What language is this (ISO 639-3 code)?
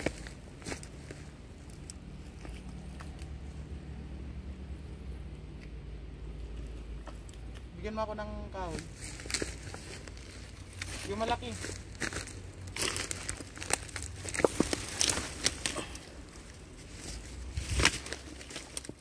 fil